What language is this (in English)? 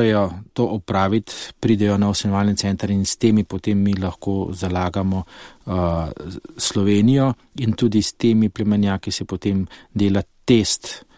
Slovenian